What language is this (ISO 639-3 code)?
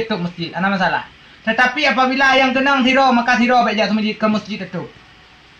ace